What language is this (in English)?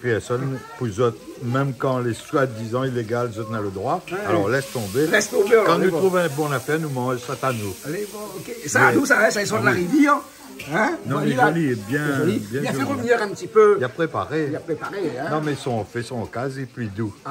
Réunion Creole French